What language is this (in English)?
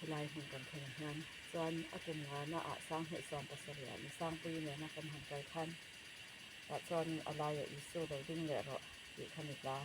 Mizo